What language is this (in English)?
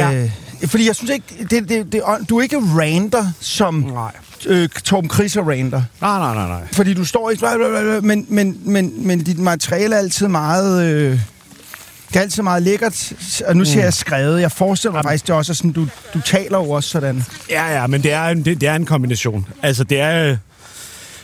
Danish